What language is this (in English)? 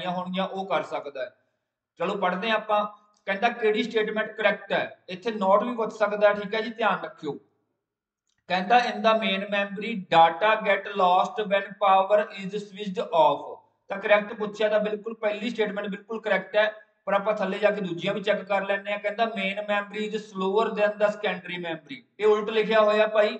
Punjabi